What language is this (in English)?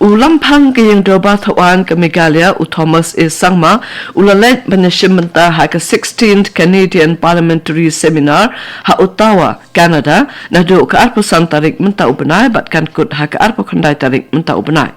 Khasi